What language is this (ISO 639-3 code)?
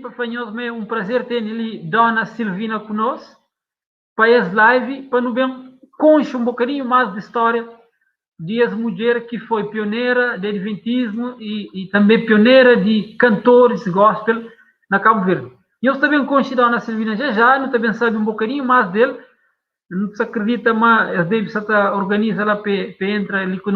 kea